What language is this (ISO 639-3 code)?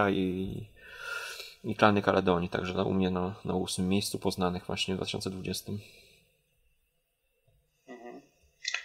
pol